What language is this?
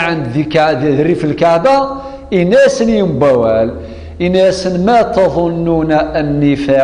Kabyle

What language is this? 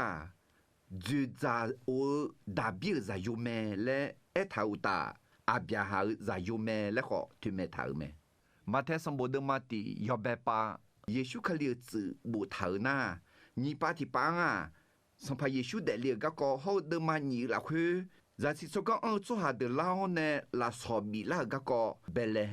Akha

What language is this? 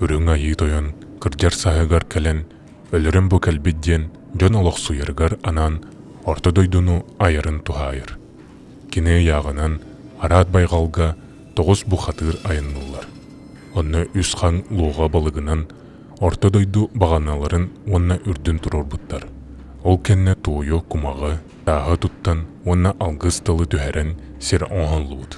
Yakut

